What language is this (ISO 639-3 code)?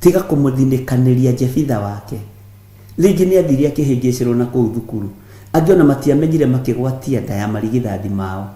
kik